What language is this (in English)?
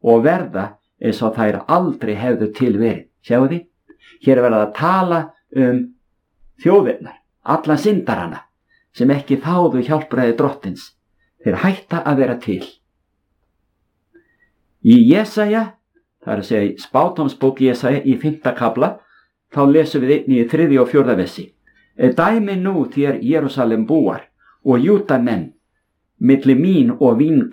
Icelandic